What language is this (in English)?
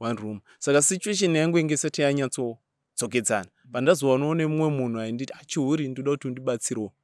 Shona